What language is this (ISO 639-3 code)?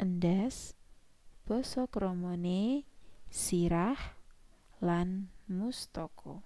jav